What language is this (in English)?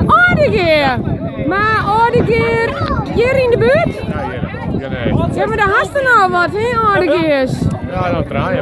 Western Frisian